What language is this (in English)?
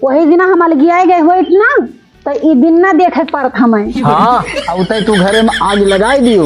Awadhi